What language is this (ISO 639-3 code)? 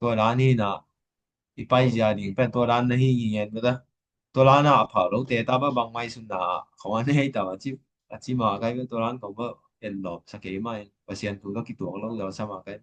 ctd